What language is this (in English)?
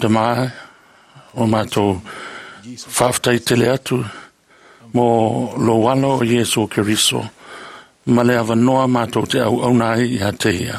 Samoan